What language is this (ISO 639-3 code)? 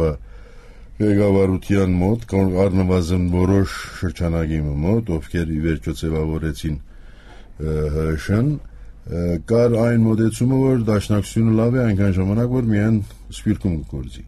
hye